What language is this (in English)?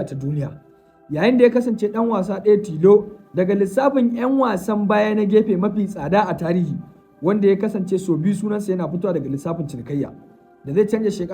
Hausa